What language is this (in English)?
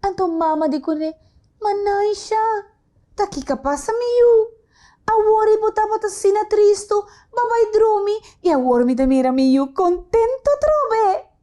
Papiamento